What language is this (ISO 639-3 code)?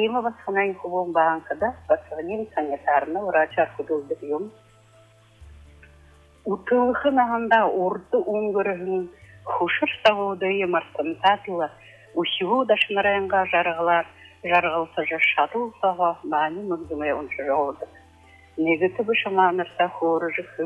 bua